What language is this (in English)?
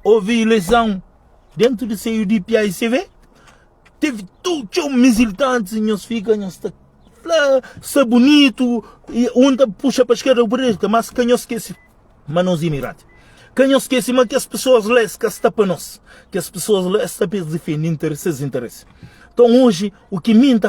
Kabuverdianu